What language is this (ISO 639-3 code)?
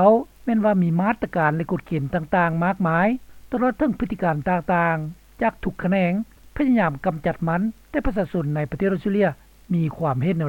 lao